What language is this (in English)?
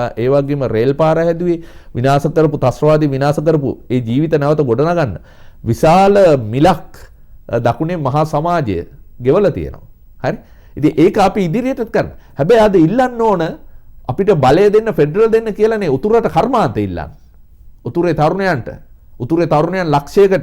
Sinhala